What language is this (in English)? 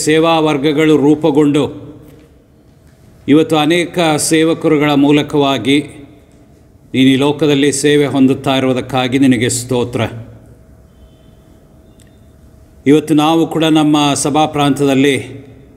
Kannada